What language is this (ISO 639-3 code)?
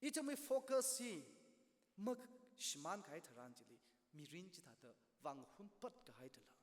nmf